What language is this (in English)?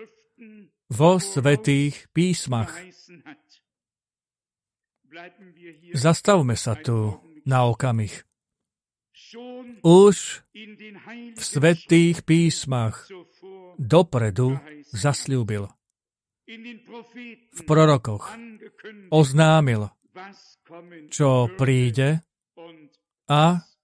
Slovak